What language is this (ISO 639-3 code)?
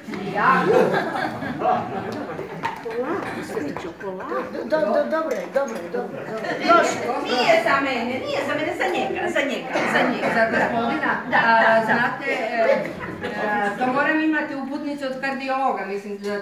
hrv